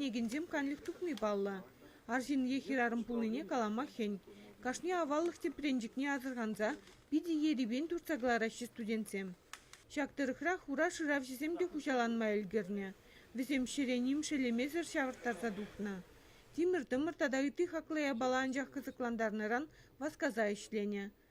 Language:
Chuvash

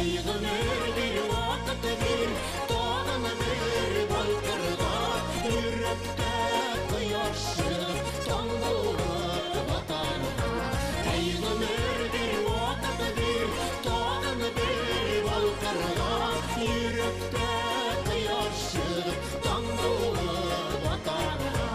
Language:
Bashkir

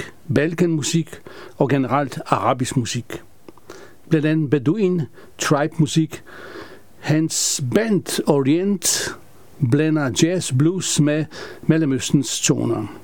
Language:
Danish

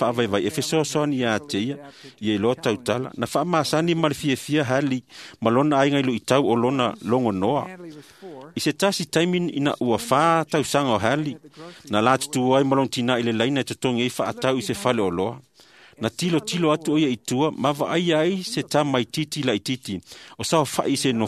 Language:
Samoan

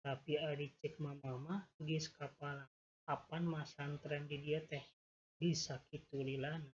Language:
Sundanese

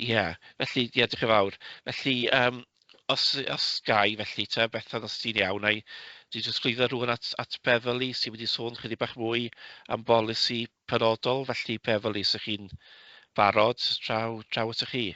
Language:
Welsh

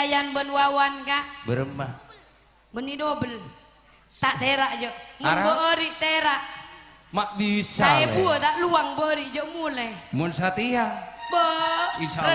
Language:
Madurese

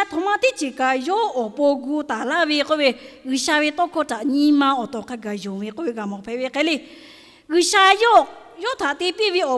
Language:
Lahu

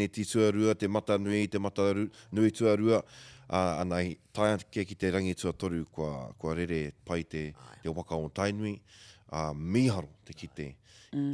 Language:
Māori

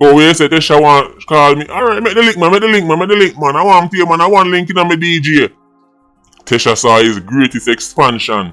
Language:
Jamaican Creole English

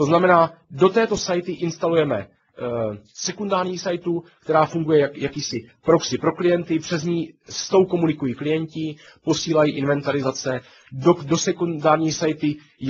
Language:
Czech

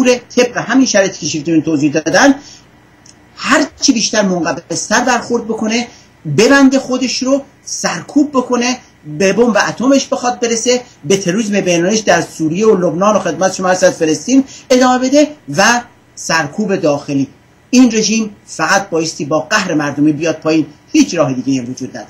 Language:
Persian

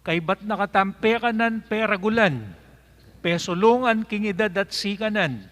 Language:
Pampanga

